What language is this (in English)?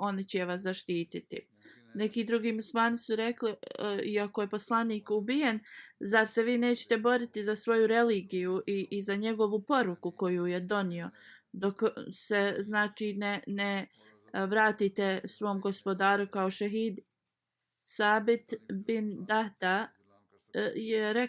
Bosnian